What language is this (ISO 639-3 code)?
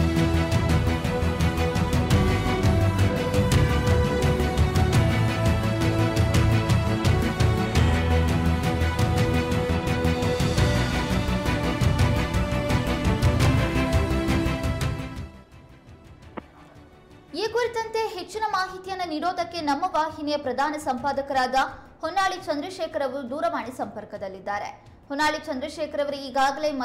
kan